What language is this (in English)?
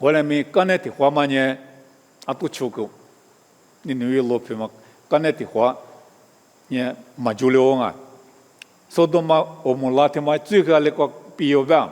Lisu